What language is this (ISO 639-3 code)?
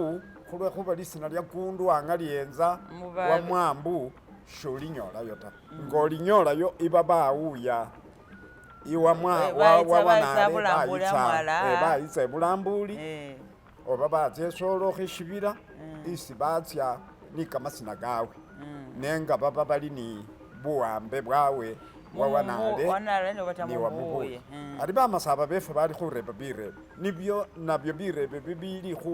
myx